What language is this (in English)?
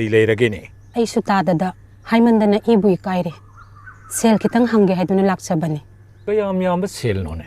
Manipuri